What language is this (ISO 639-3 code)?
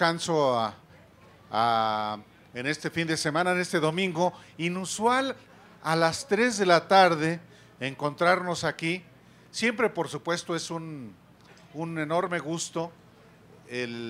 spa